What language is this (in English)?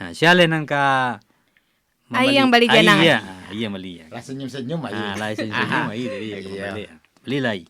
Minangkabau